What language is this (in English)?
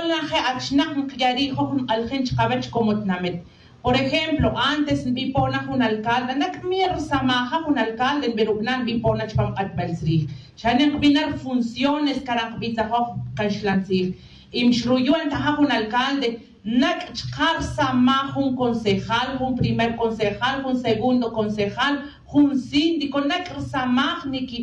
Tz'utujil